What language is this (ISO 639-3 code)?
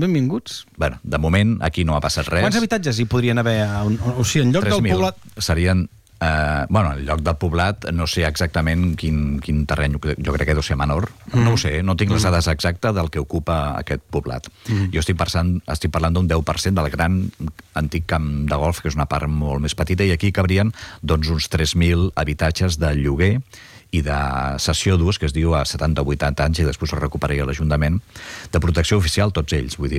cat